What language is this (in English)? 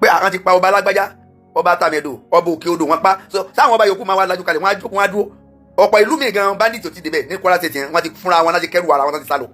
Yoruba